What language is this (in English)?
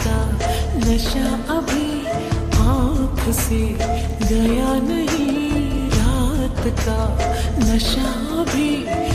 Hindi